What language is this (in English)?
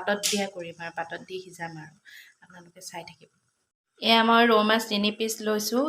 Assamese